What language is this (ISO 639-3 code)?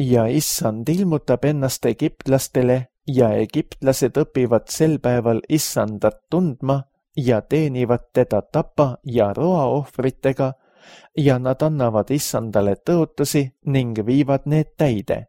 est